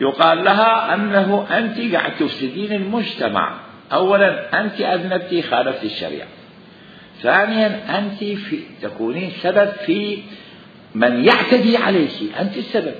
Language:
Mesopotamian Arabic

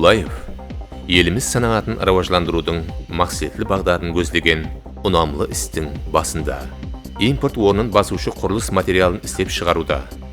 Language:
Kara-Kalpak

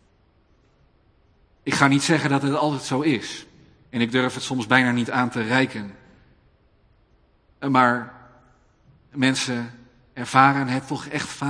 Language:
Dutch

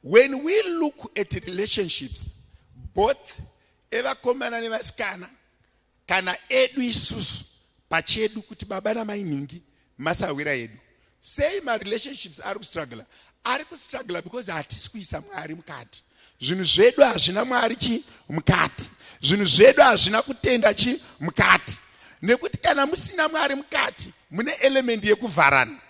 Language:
Shona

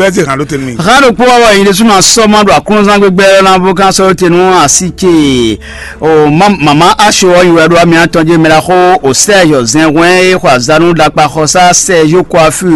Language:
Fon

